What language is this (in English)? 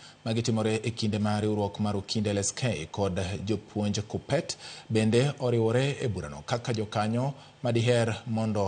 Luo (Kenya and Tanzania)